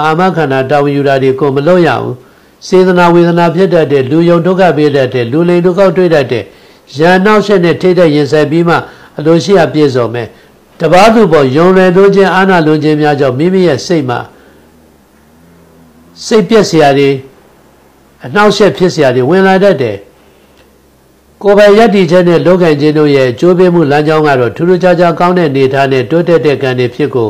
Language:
Burmese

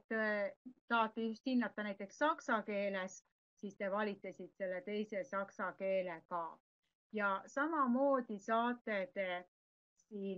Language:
Estonian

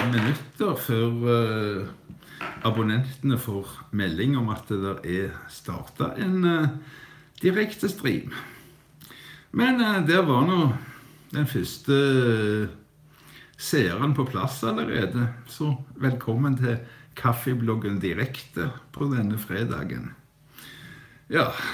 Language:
Norwegian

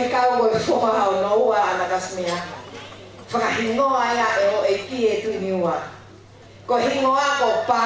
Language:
Tongan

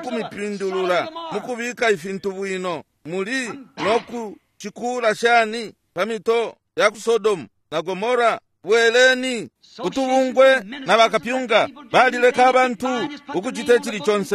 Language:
Bemba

